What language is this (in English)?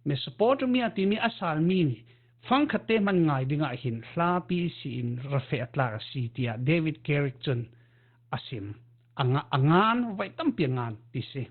Falam Chin